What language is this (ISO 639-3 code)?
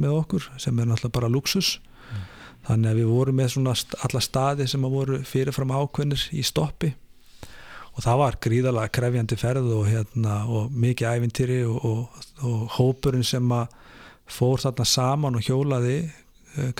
isl